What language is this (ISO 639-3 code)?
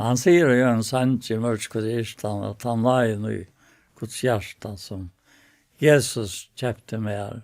fao